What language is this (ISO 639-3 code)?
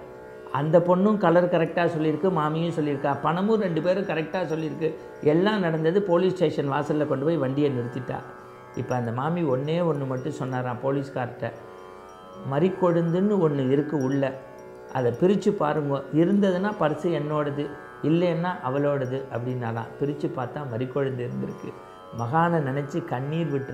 tam